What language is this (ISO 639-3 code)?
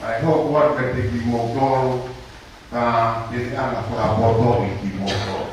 ton